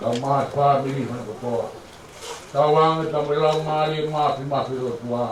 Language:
Tongan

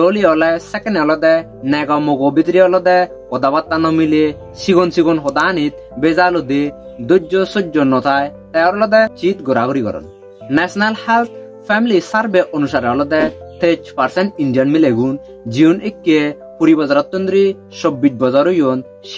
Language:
Chakma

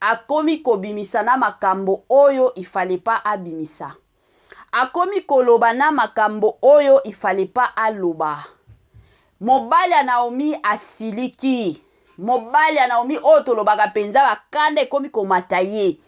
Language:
Lingala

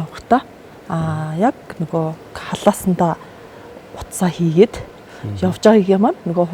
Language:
Mongolian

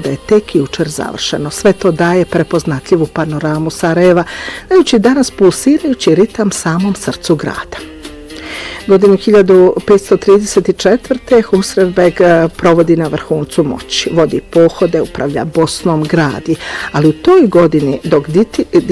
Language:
Bosnian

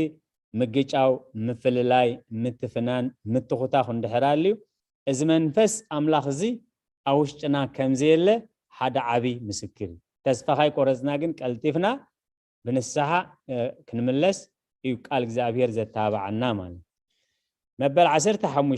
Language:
Tigrinya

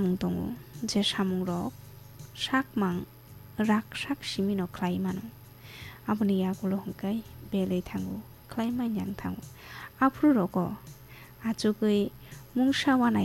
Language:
Kok Borok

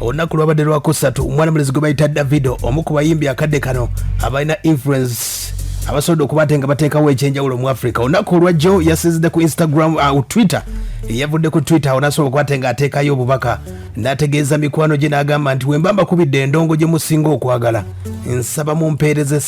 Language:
Ganda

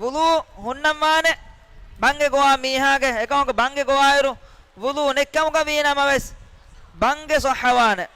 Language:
Divehi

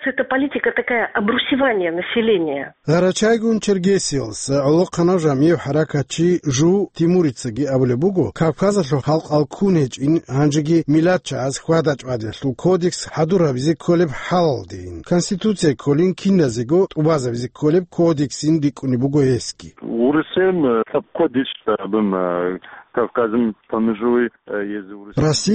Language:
Avaric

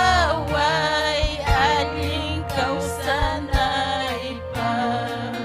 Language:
Ayacucho Quechua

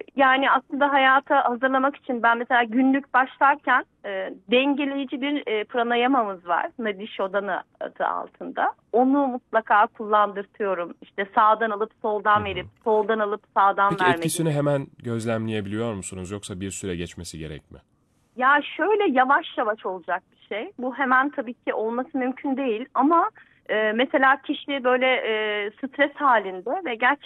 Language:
Turkish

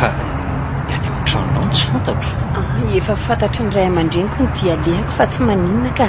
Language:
Malagasy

